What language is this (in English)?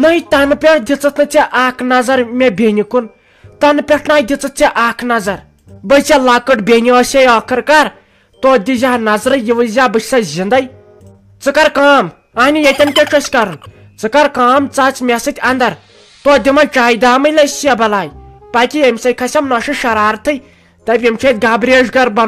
Kashmiri